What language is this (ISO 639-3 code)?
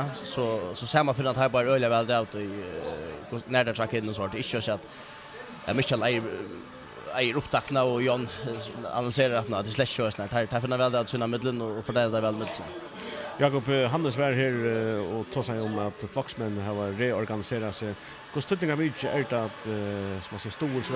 fao